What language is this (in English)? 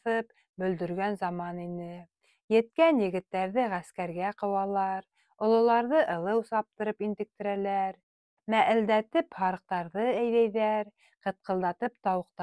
Bashkir